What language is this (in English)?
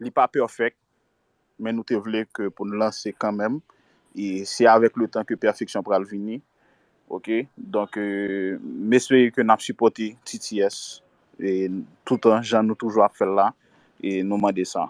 Haitian Creole